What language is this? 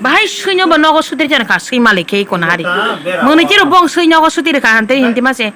Kok Borok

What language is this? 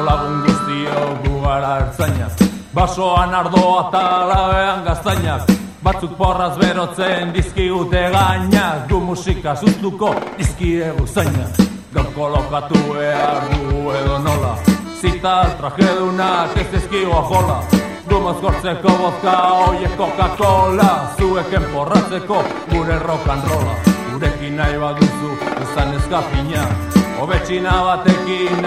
Basque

